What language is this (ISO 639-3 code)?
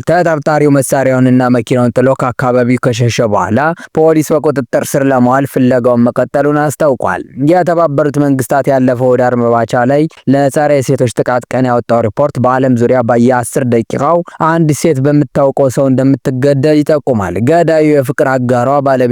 amh